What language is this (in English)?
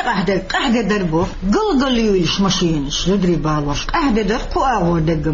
Chechen